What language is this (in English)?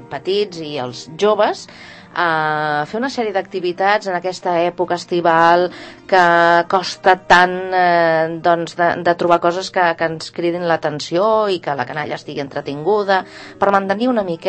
Catalan